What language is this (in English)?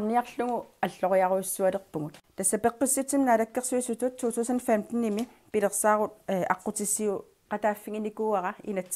Kalaallisut